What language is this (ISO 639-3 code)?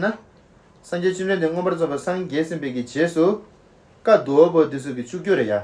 bod